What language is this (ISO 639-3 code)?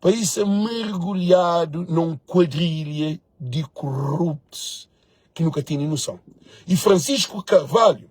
kea